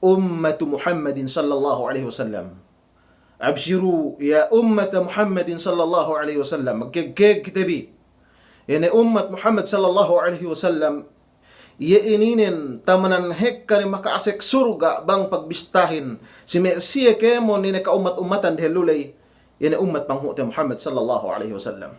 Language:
Yakan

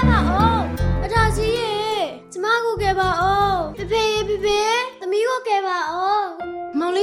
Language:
Burmese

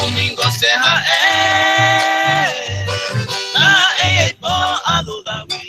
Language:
Guarani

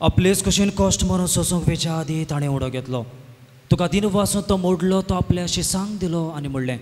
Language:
Konkani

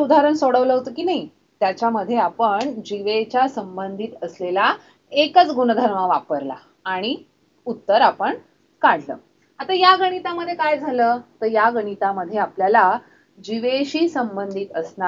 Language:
Marathi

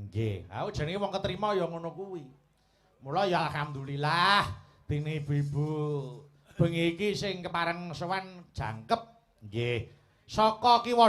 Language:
Javanese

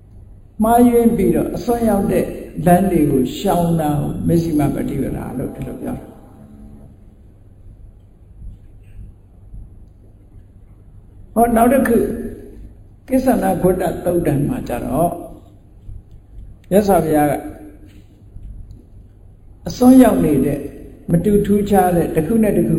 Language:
Burmese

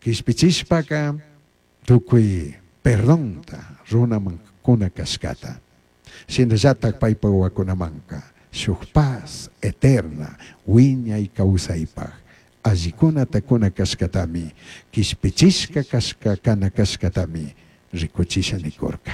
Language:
Chimborazo Highland Quichua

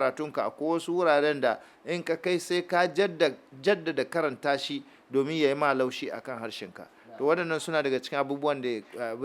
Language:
Hausa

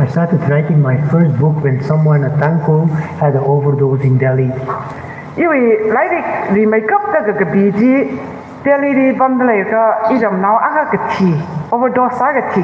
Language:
Tangkhul Naga (India)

